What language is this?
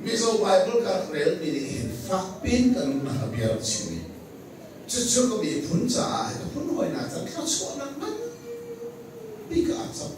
Hakha Chin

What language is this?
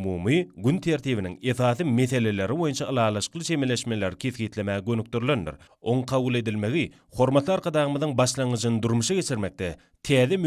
Turkmen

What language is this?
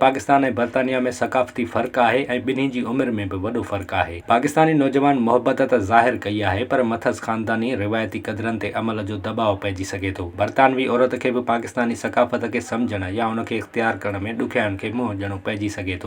Sindhi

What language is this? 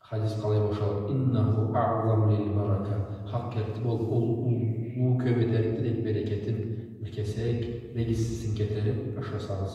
Karachay-Balkar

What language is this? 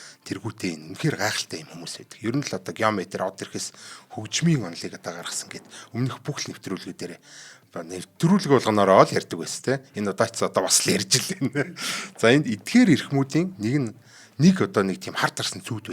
Mongolian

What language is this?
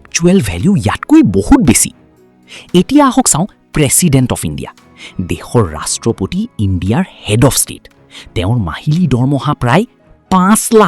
Assamese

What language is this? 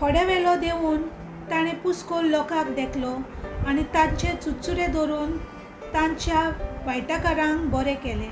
Konkani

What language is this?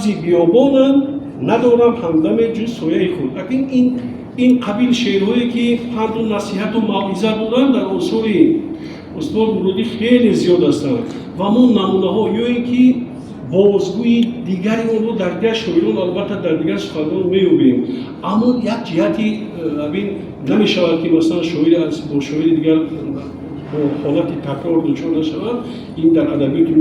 Tajik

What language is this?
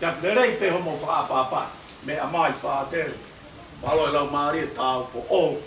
Tongan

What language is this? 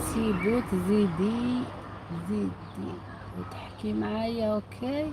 Algerian Arabic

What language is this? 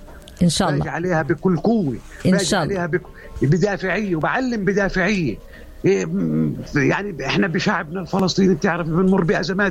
North Levantine Arabic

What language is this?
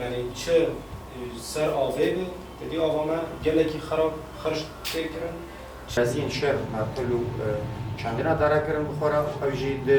Kurdish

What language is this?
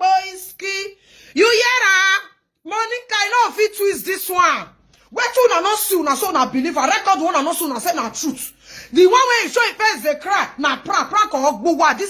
Nigerian Pidgin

